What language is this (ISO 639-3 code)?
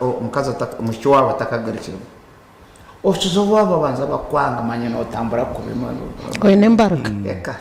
nyn